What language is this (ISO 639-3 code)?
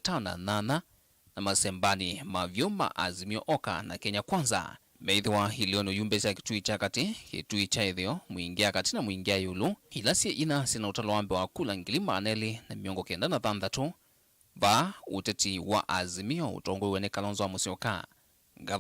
kam